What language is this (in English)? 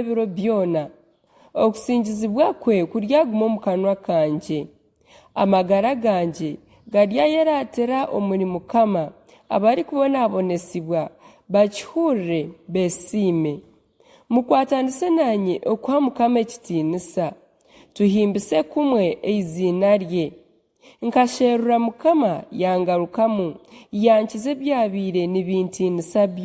Nyankole